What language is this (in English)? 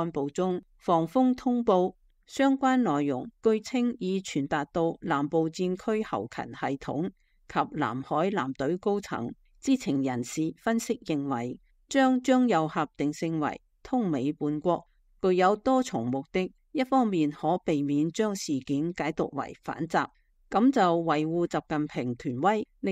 Cantonese